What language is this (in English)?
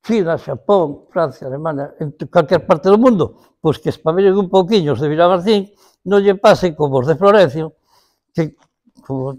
Galician